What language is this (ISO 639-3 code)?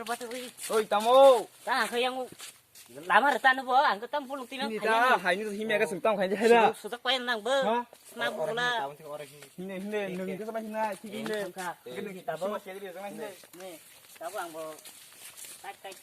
trp